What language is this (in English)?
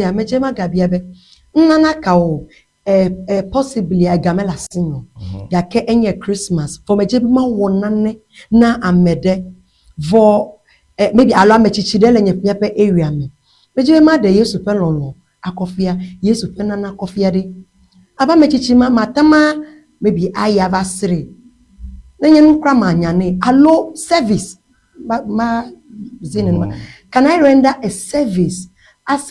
Ewe